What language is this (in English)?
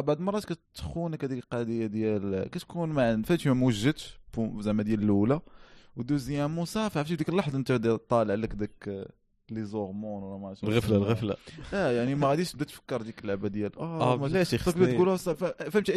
Moroccan Arabic